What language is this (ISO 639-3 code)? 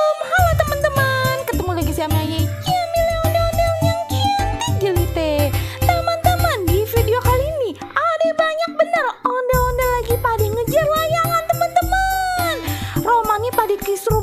bew